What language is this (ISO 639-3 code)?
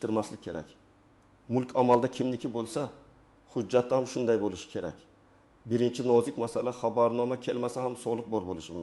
uzb